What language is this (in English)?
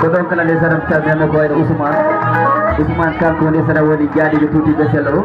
Fula